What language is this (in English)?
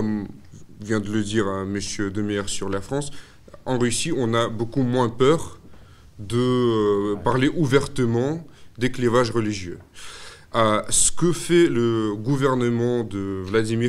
French